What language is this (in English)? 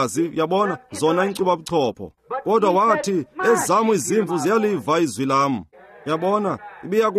Xhosa